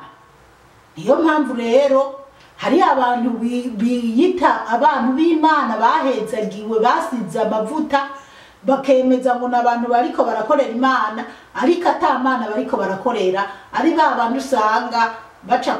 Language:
Rundi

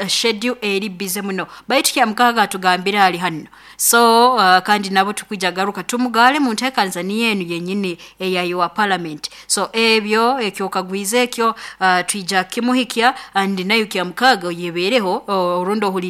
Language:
Nyoro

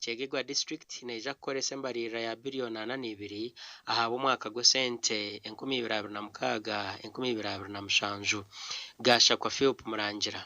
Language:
Nyankole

